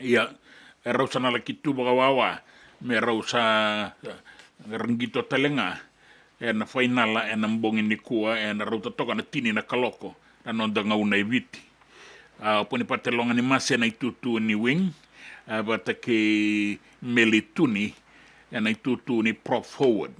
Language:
Fijian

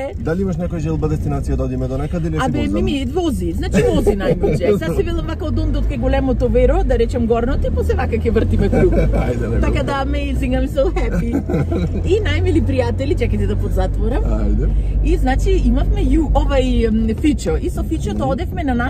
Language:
Macedonian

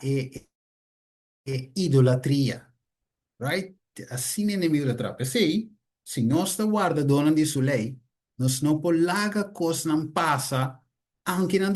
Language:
Papiamento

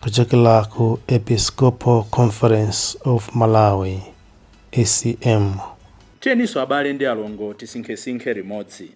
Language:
Nyanja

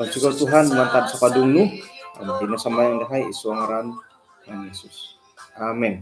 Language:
Central Dusun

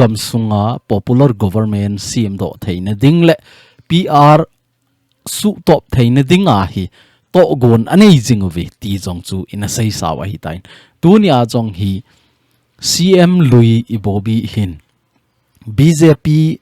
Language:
Thado Chin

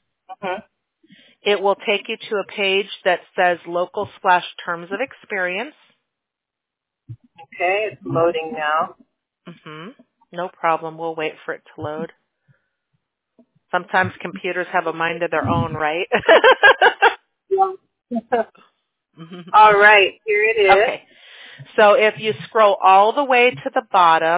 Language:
English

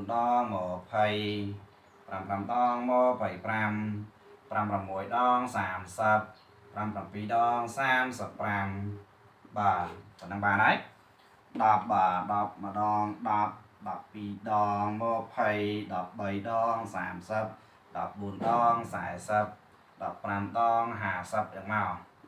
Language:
Khmer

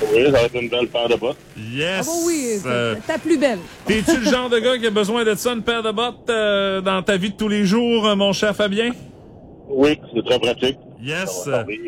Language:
French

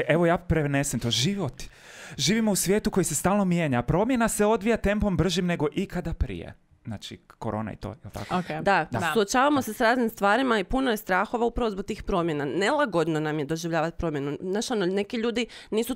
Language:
Croatian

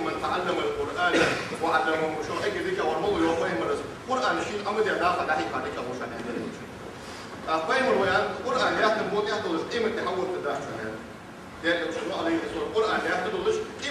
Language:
Ingush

